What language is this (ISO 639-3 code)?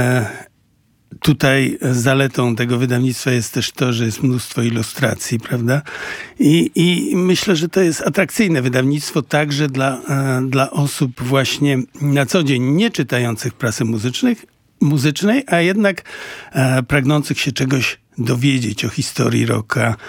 pol